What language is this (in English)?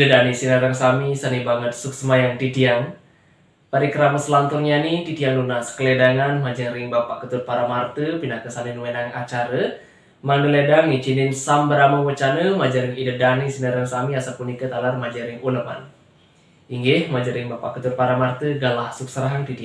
Balinese